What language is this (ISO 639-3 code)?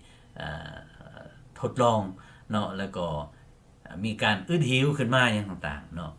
lao